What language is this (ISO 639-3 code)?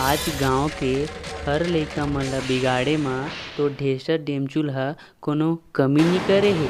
hne